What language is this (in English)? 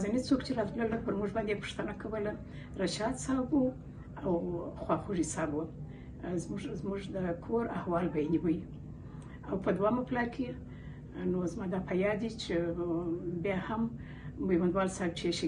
Pashto